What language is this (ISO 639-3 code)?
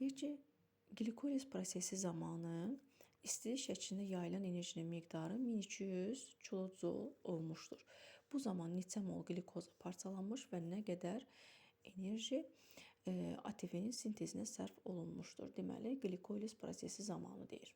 aze